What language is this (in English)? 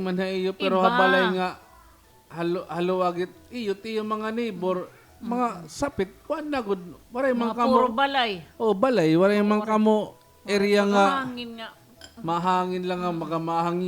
Waray